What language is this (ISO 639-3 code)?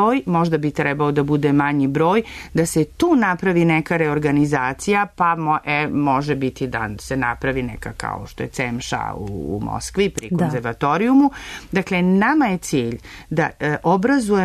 srp